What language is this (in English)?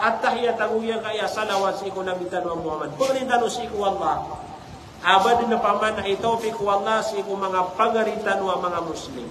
Maranao